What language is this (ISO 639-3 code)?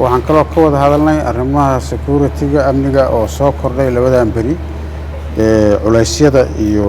som